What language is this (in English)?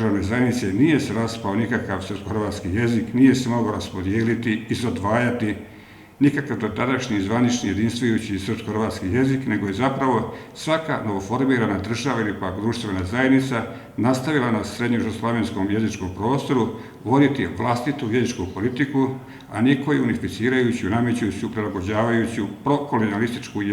Bosnian